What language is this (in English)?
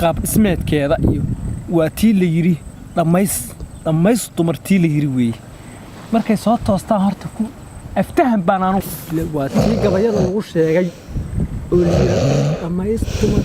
Somali